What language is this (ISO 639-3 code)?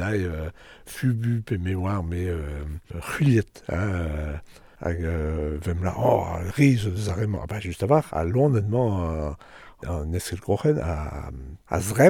bre